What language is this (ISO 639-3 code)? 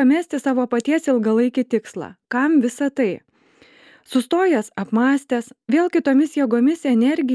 lit